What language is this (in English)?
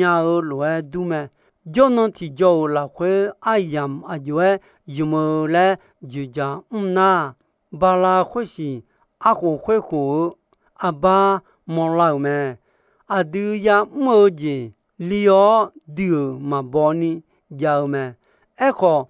Akha